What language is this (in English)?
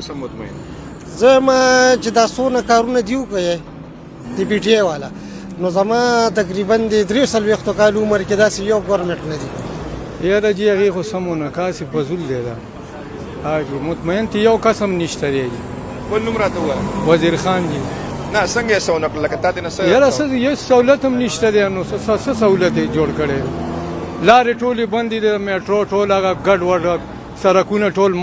Pashto